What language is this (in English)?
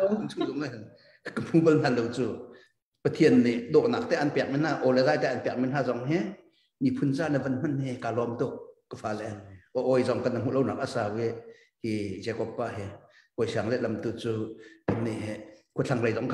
Hakha Chin